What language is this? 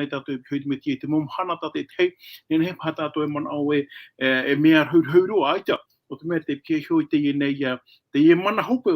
Tahitian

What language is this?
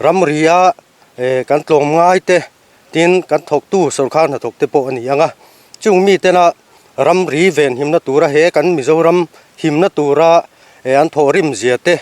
Mizo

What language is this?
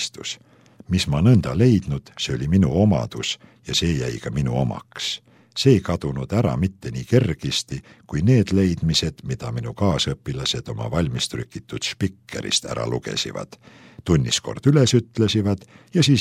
Estonian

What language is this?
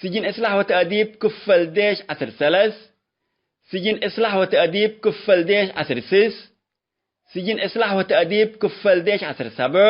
Tigre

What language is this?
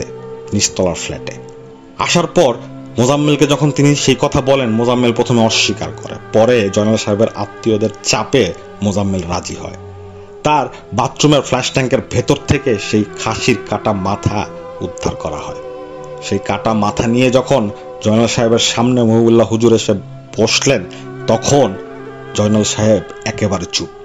Bangla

